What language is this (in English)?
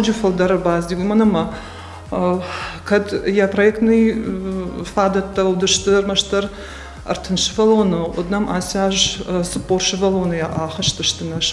Ossetic